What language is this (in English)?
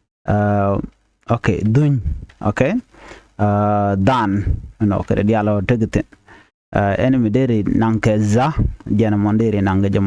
Nuer